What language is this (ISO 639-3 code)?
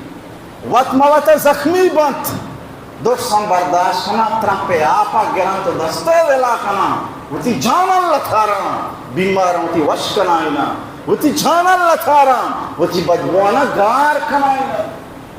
bal